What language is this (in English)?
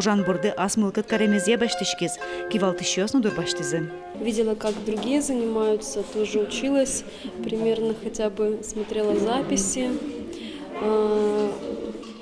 Udmurt